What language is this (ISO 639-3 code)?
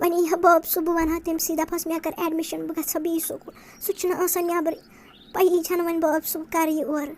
kas